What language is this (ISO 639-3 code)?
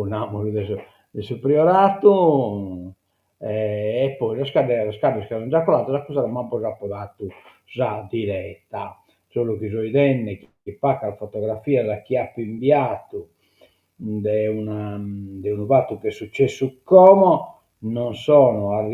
srd